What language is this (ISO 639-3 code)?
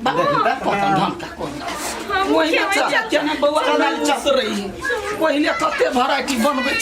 mai